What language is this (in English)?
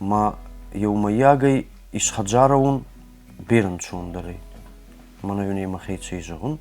Ossetic